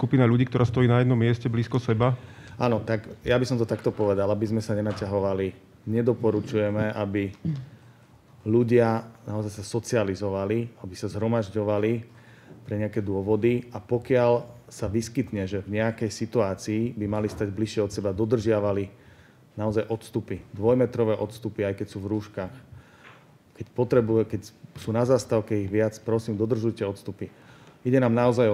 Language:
Slovak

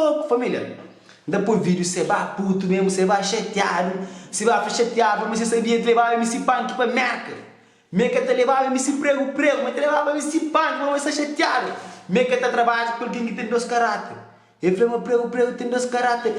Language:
Kabuverdianu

